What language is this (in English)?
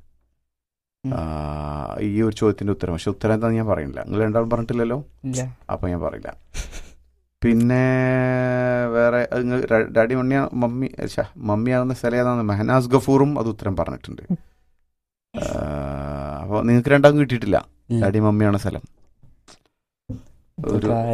Malayalam